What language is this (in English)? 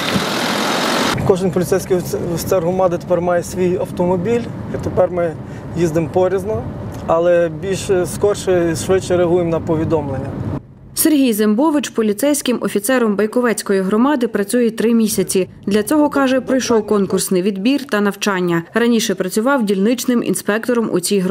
Ukrainian